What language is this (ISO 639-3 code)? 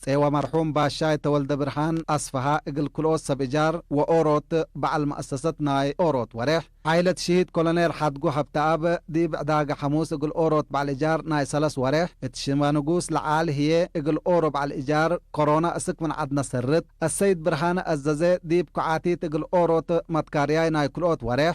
tig